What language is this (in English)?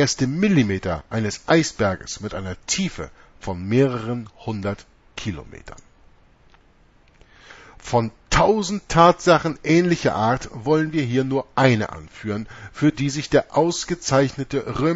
German